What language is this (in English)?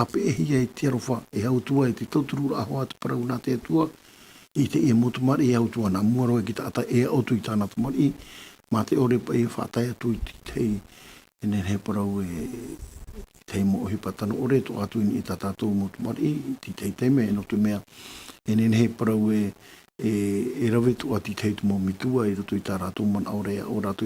Tahitian